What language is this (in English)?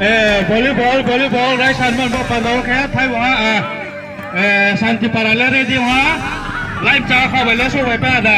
Riang (India)